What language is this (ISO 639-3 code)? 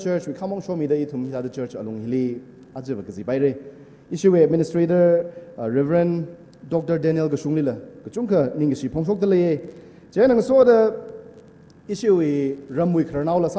nmf